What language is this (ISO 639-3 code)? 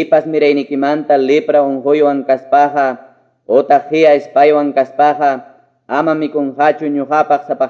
que